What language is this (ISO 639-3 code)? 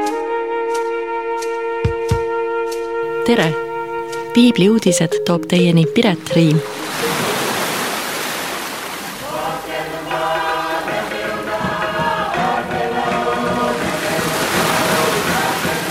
est